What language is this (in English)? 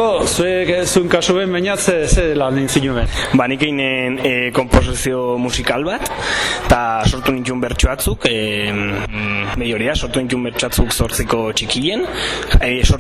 Basque